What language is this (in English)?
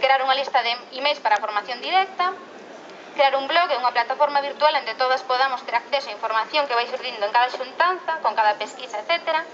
Galician